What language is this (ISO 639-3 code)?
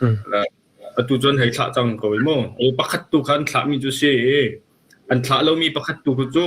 cnh